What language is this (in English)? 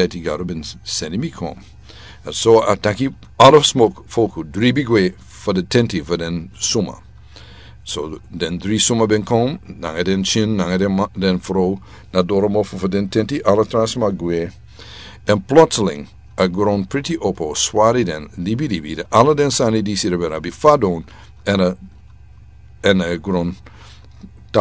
Sranan Tongo